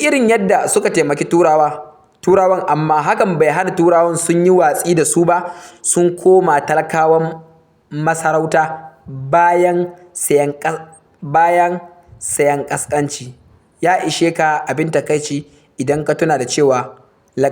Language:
Hausa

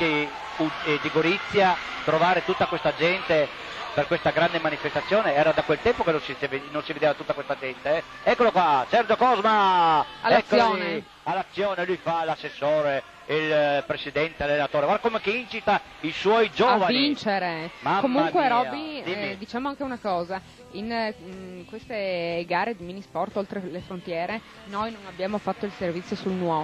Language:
Italian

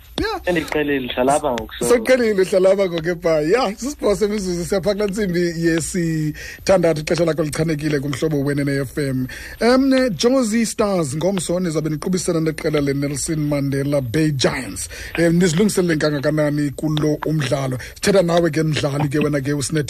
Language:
Xhosa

